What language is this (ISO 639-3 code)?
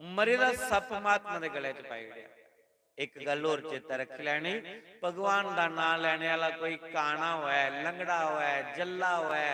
doi